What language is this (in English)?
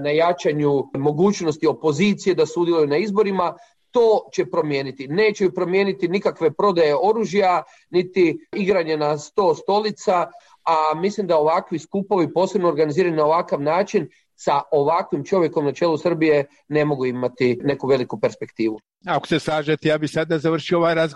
Croatian